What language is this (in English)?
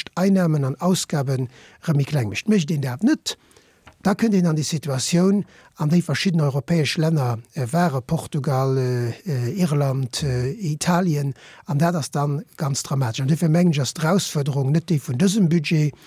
Luxembourgish